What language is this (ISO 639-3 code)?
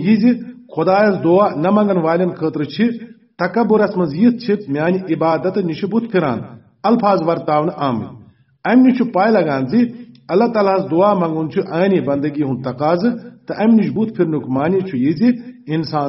kas